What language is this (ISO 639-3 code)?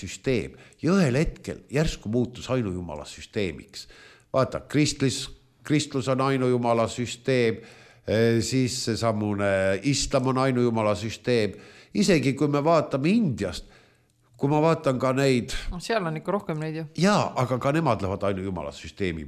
est